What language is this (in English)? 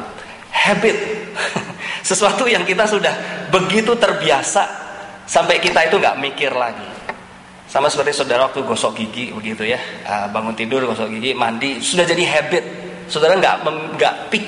Indonesian